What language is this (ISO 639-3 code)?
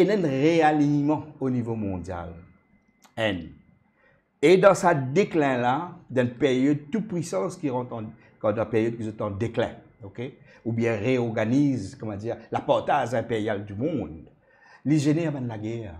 mfe